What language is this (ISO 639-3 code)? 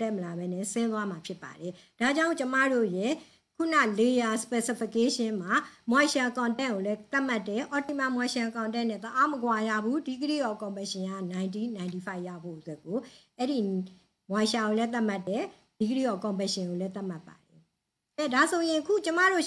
mya